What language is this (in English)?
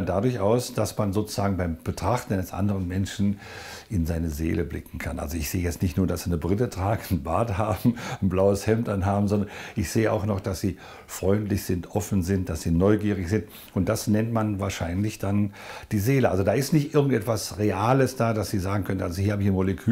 German